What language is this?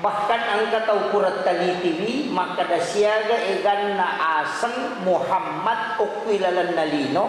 Buginese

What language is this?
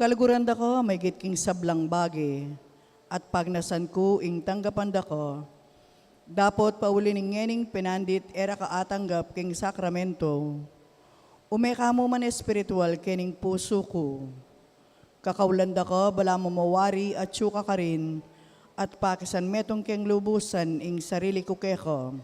Pampanga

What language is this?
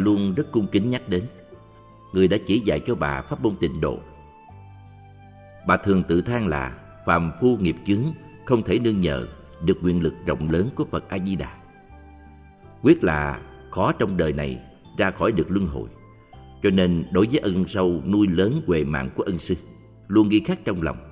Vietnamese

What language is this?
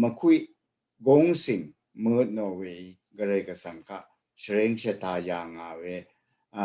Rawang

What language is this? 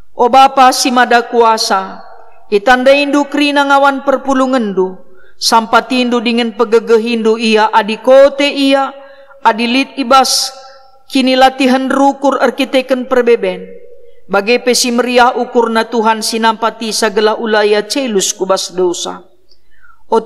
Batak Karo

